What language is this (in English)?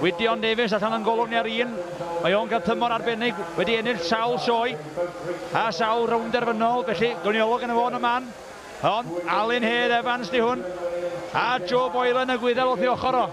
Welsh